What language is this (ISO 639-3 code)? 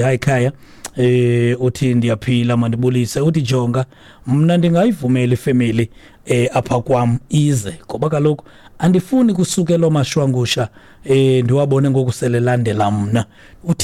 xho